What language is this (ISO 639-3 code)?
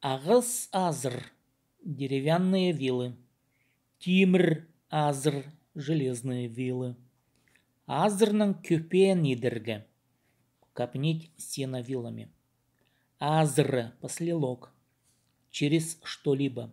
kjh